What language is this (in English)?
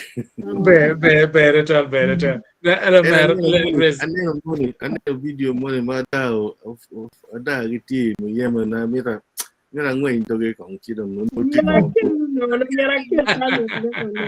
Acoli